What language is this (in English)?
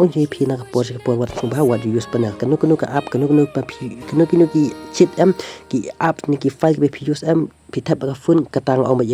Khasi